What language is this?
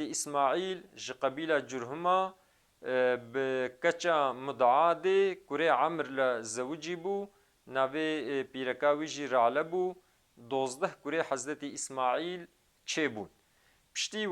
Kurdish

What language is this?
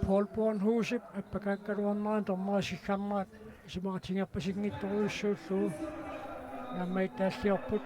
Kalaallisut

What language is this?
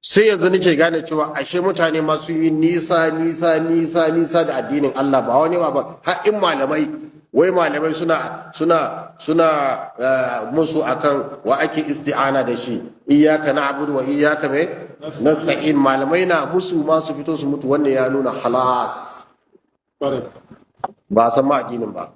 Hausa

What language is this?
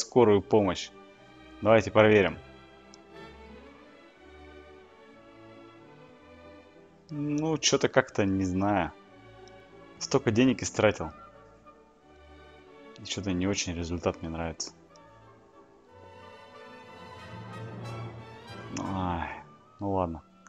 Russian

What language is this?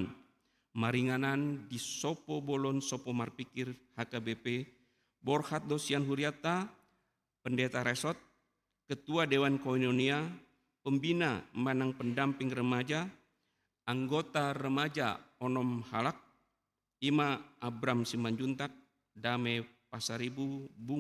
Batak Toba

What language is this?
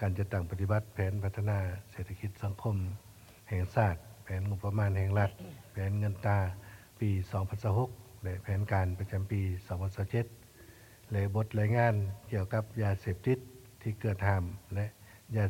Lao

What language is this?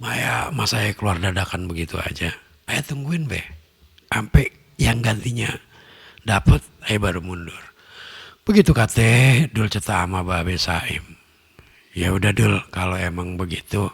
Betawi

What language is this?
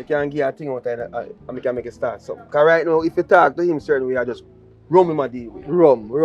Jamaican Creole English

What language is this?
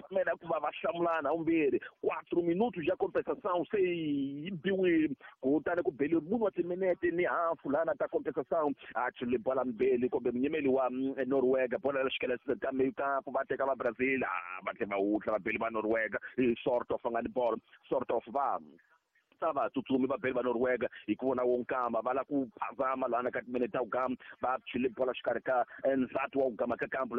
Tsonga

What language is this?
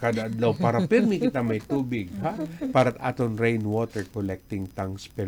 Waray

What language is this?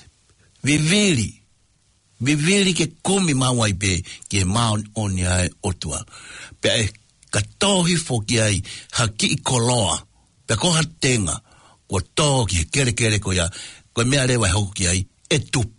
Tongan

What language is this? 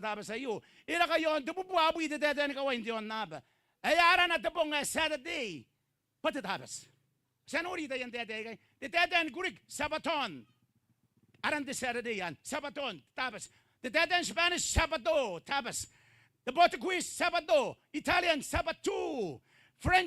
Gilbertese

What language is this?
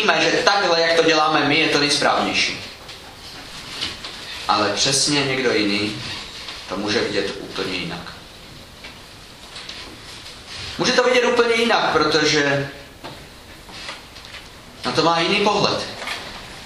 Czech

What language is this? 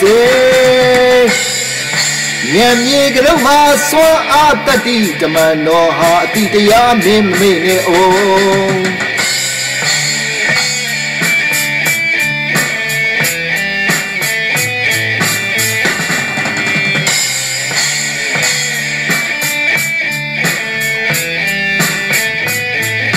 Burmese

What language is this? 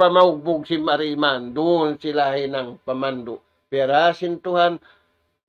Tausug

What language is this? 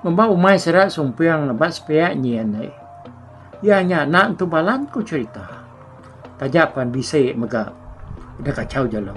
Iban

